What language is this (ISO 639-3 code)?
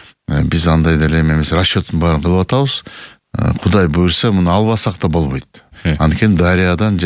kir